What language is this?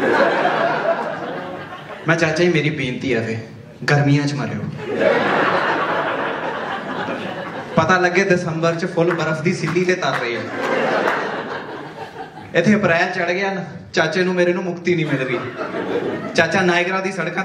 Punjabi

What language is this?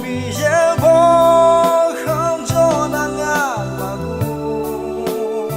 Akha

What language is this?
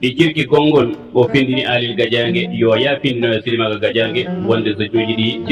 Fula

